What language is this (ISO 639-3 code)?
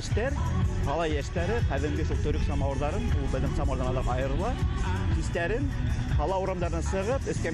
bak